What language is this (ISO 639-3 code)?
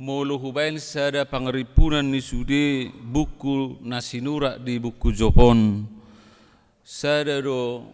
bbc